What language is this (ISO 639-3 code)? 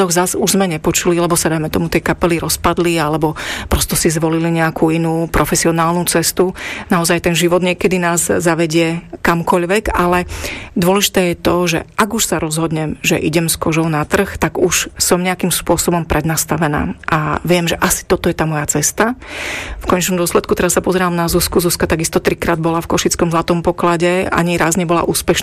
slk